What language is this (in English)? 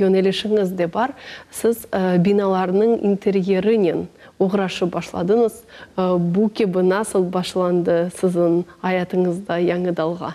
Crimean Tatar